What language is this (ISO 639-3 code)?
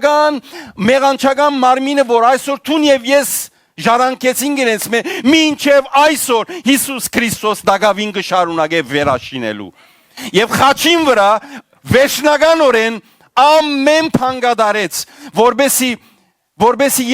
hyw